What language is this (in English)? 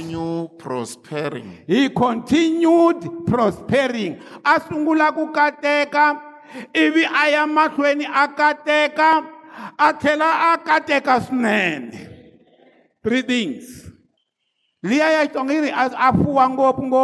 Tsonga